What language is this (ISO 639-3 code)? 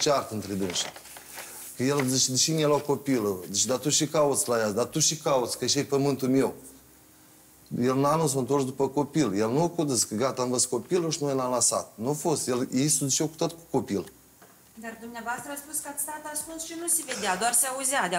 ron